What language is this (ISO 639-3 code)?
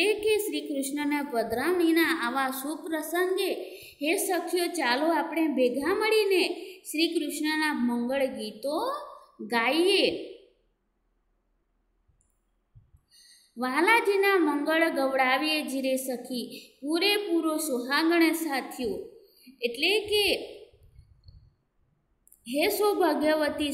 guj